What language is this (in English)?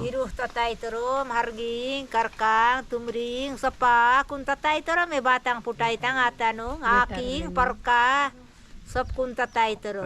Chhattisgarhi